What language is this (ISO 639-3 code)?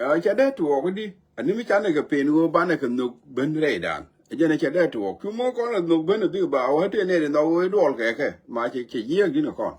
nus